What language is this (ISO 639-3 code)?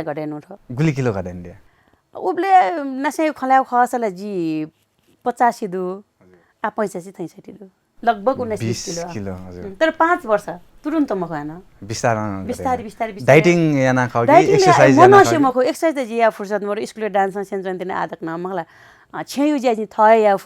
new